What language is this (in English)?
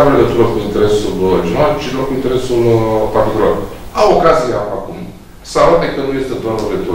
Romanian